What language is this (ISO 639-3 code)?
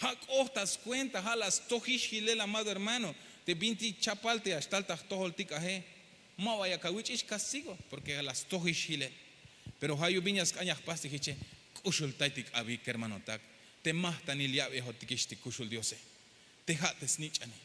tzh